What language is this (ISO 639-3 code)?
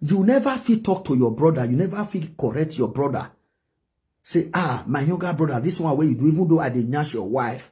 pcm